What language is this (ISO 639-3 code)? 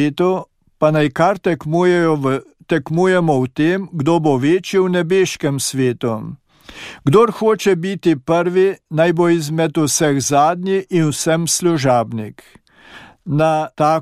slv